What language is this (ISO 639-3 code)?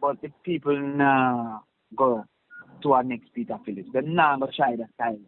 jam